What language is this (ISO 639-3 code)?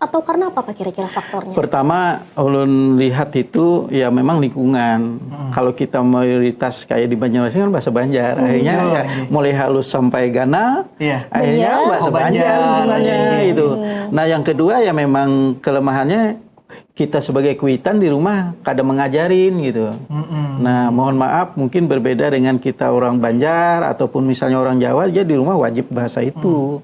bjn